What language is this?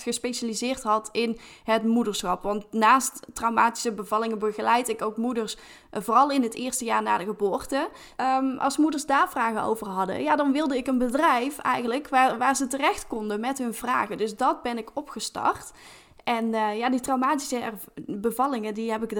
Dutch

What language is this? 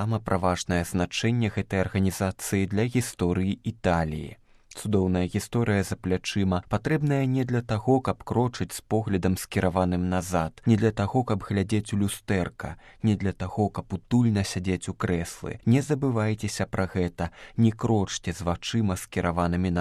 Belarusian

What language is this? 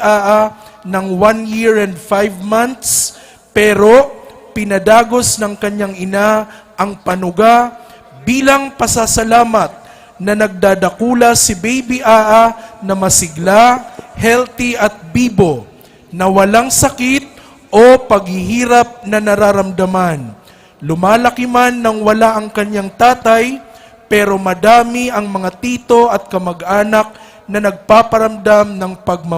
Bikol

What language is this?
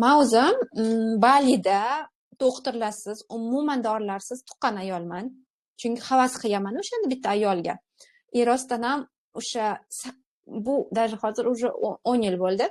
Uzbek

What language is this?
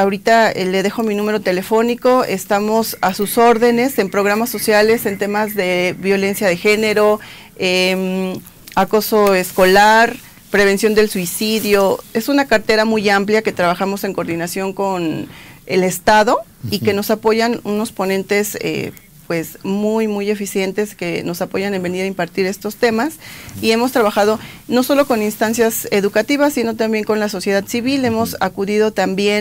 Spanish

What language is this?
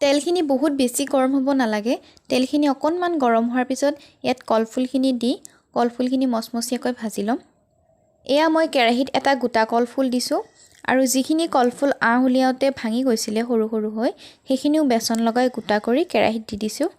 Assamese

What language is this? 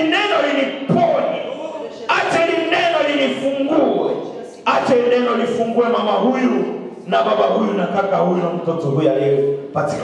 Swahili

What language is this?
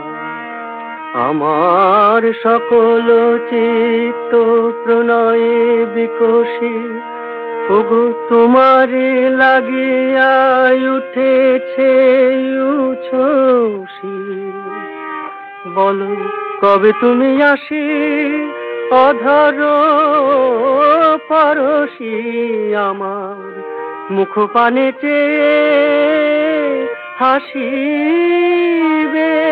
Bangla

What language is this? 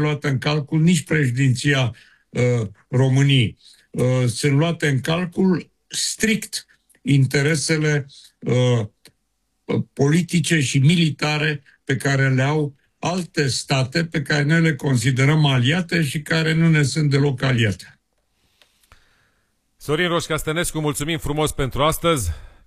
Romanian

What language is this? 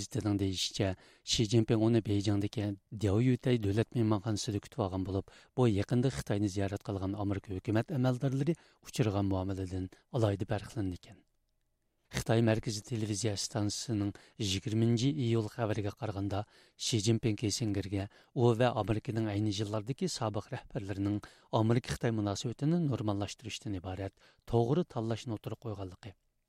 Uyghur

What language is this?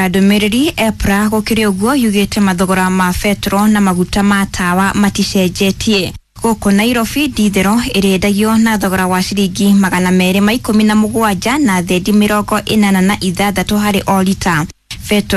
Kikuyu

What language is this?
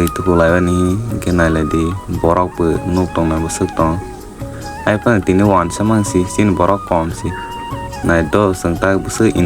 Kok Borok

